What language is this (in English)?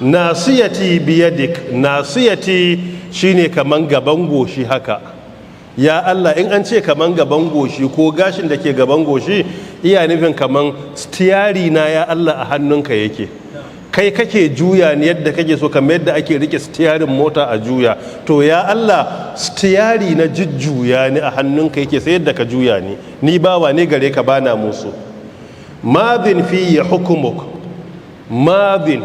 Hausa